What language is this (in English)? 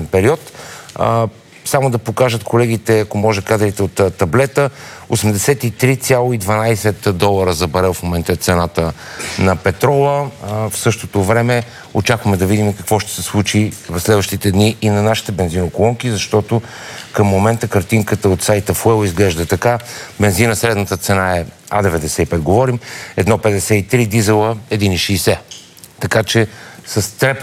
Bulgarian